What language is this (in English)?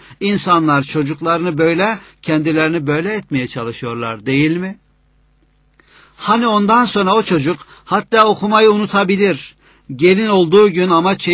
Turkish